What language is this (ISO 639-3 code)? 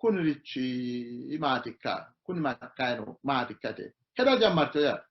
sid